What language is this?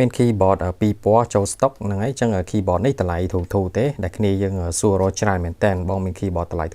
Khmer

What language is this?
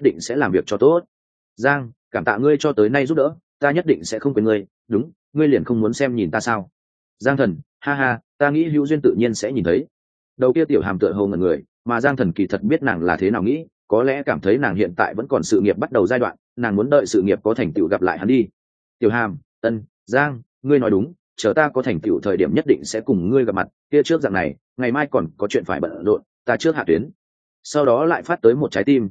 Vietnamese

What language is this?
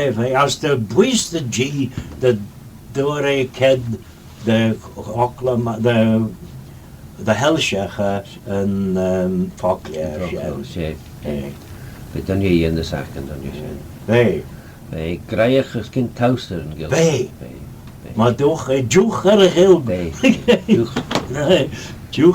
Manx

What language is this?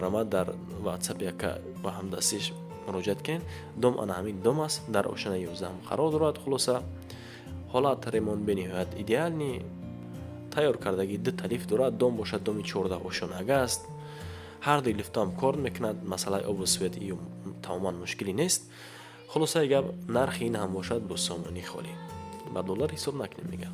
Tajik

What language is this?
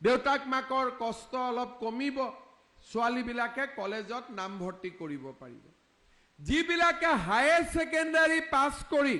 Assamese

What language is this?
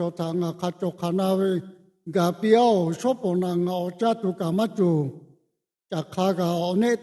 Lahu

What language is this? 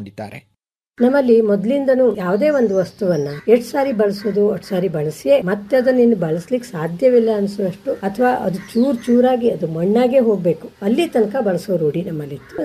Kannada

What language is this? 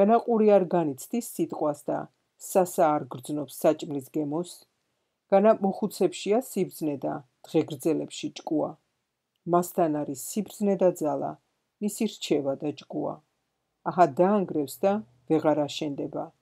Georgian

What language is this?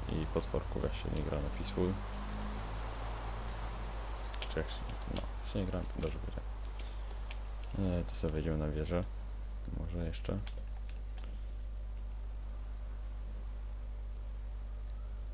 Polish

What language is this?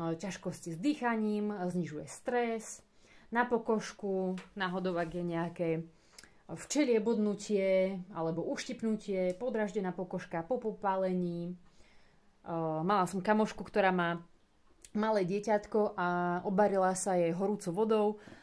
Slovak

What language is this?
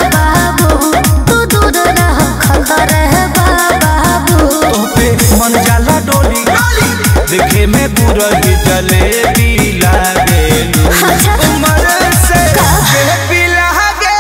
Bhojpuri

